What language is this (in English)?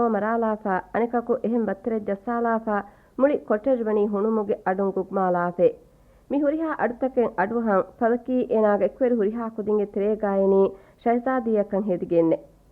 Divehi